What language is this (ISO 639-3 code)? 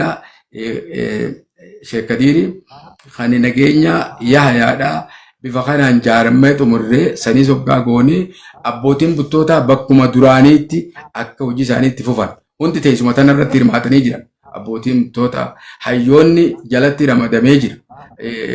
orm